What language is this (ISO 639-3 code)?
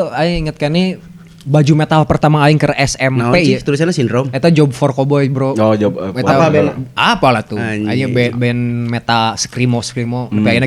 sun